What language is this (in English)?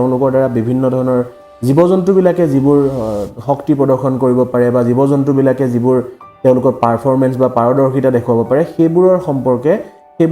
Assamese